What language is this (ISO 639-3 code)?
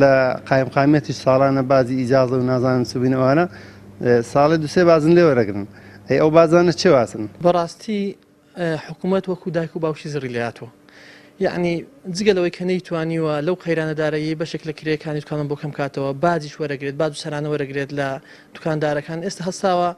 ckb